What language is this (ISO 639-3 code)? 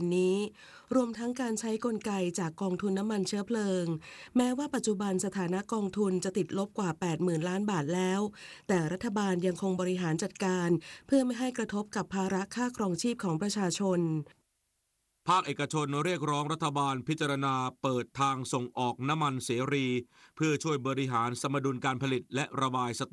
tha